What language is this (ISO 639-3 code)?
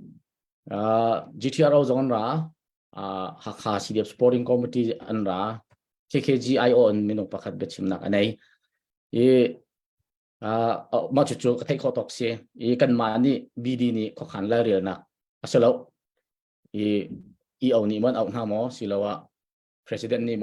cnh